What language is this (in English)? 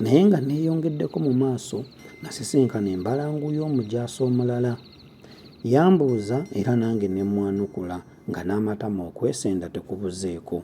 Ganda